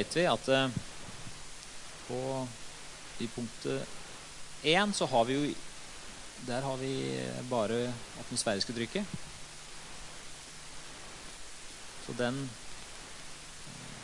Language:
Norwegian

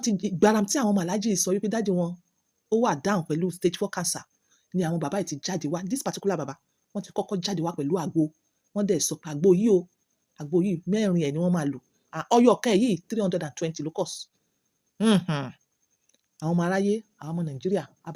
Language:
Yoruba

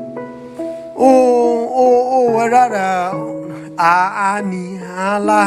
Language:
S'gaw Karen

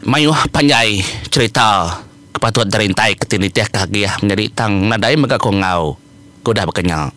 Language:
Iban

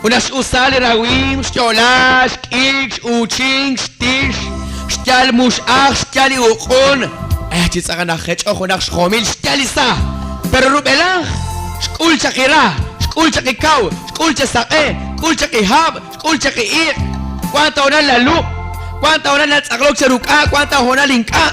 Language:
Kekchí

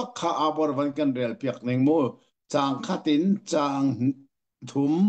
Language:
Hakha Chin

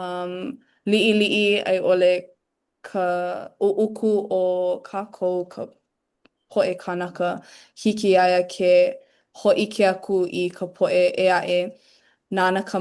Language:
Hawaiian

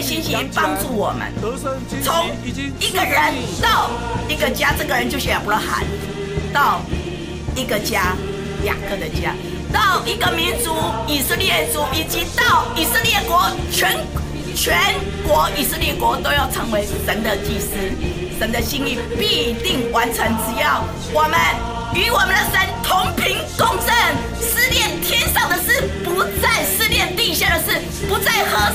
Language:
Chinese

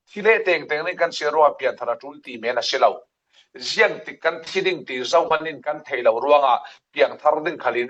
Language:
Falam Chin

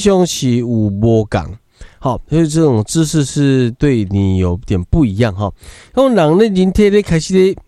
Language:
Min Nan Chinese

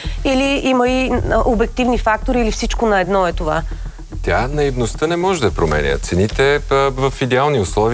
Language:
Bulgarian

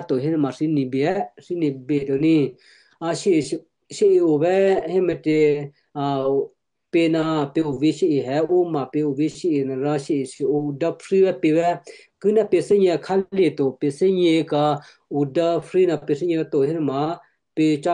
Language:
Western Kayah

